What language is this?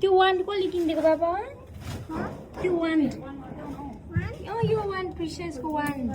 Nepali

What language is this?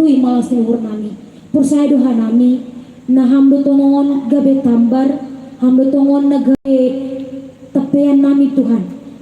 Batak Simalungun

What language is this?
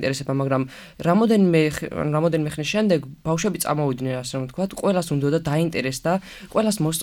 Georgian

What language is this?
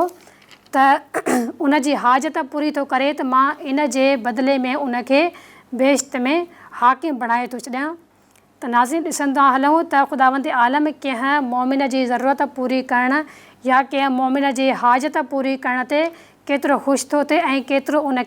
Sindhi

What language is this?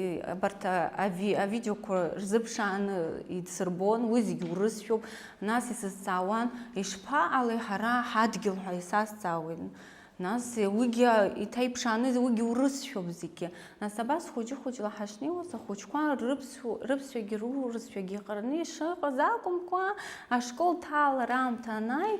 Abkhazian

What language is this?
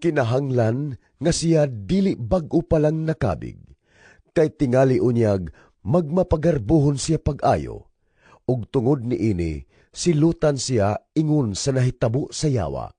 Cebuano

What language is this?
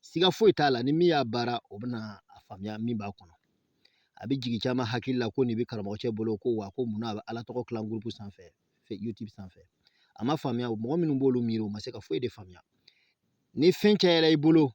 Bambara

